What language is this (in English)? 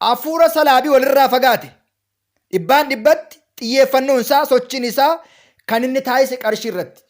Oromo